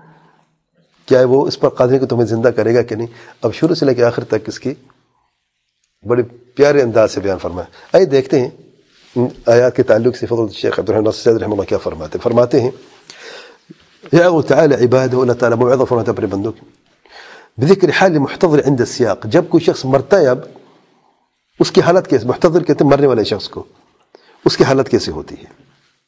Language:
Urdu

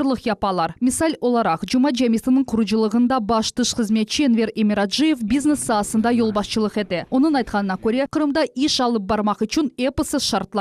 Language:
Crimean Tatar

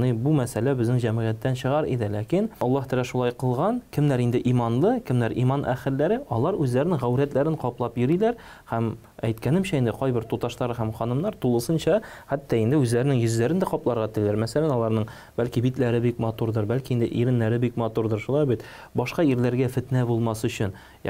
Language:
Tatar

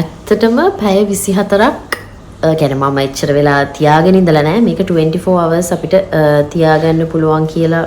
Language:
Sinhala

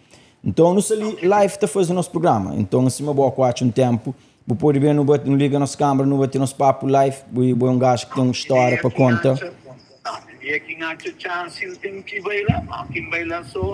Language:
Kabuverdianu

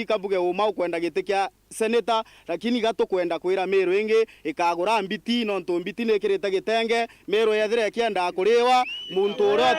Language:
Meru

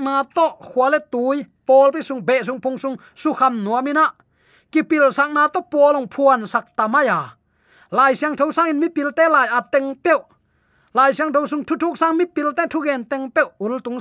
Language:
Tedim Chin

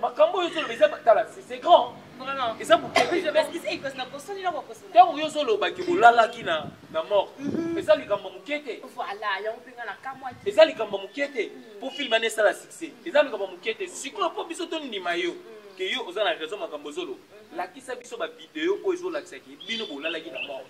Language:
Lingala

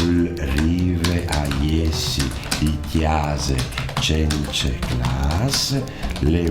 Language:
Friulian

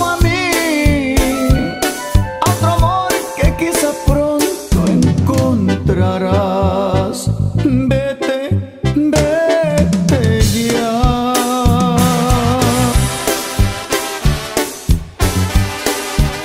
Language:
Spanish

